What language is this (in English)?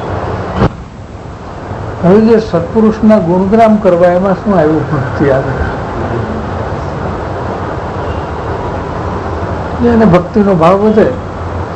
Gujarati